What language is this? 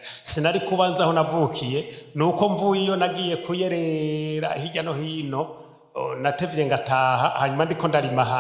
Rundi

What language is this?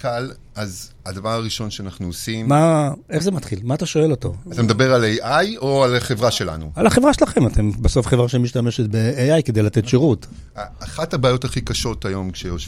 Hebrew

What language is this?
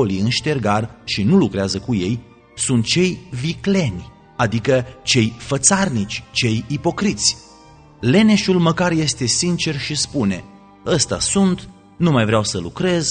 Romanian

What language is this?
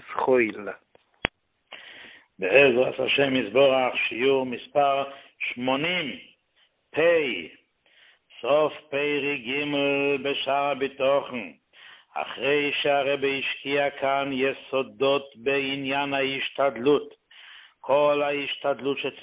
Hebrew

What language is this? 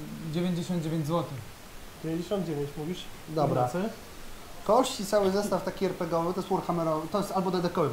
Polish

